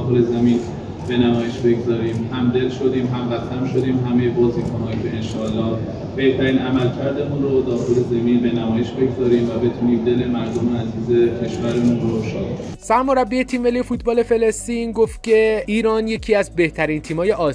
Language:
Persian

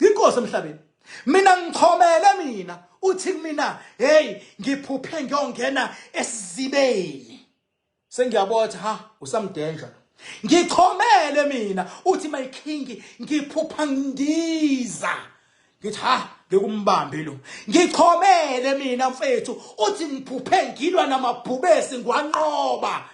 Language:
Zulu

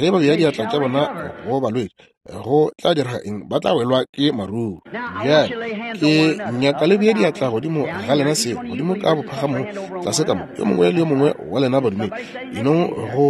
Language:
Northern Sotho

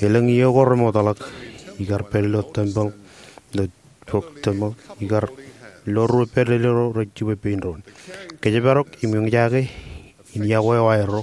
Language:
Marshallese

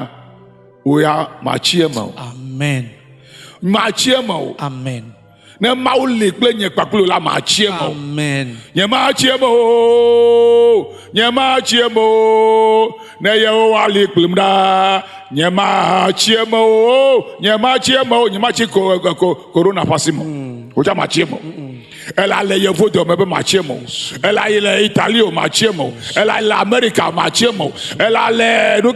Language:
Ewe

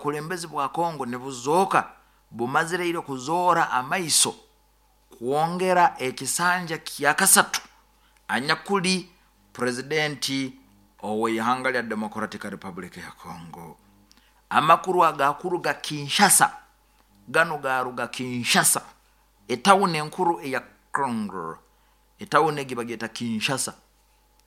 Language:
Nyoro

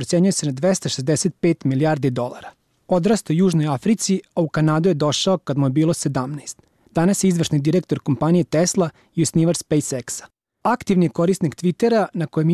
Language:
Bosnian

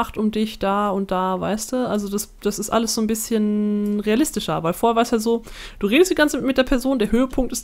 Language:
German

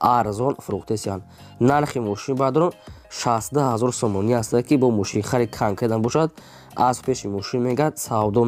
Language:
Tajik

